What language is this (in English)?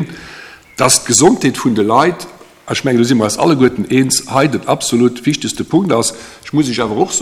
Luxembourgish